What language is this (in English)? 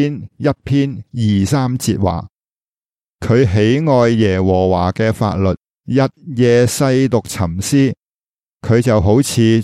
Cantonese